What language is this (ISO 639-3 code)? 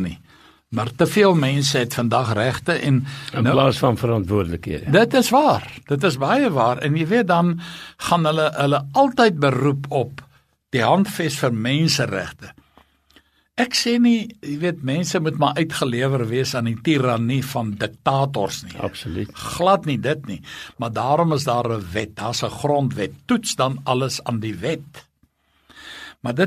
afr